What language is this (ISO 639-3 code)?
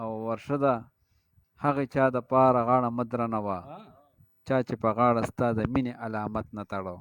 pus